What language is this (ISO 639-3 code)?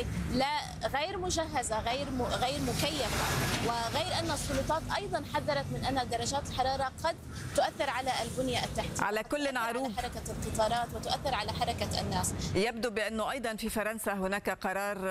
ara